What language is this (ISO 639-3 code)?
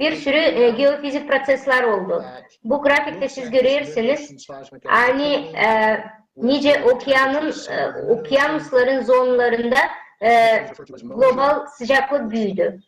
gag